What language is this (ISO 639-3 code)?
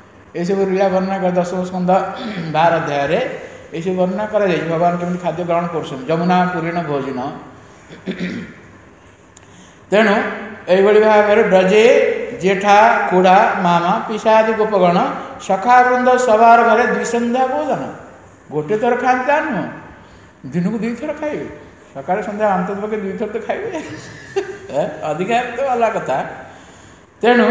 ori